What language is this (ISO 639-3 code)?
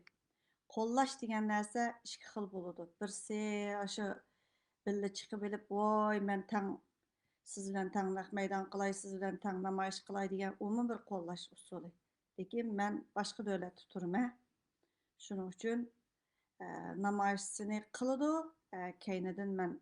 uig